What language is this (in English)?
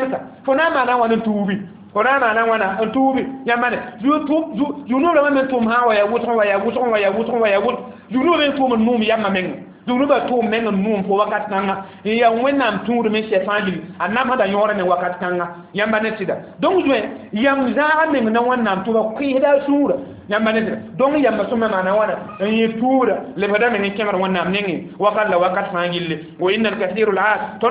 Mossi